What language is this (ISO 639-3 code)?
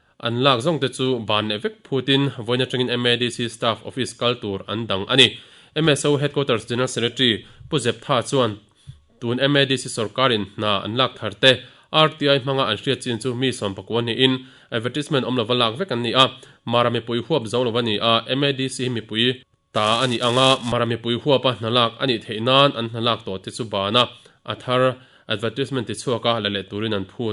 lus